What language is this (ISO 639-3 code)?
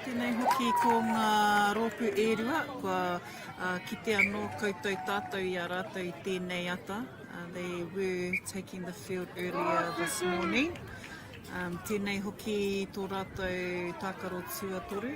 mri